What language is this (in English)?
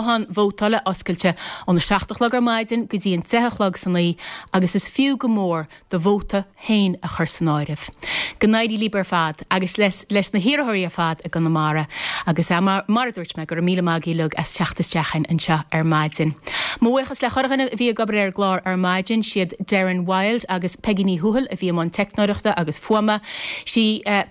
Irish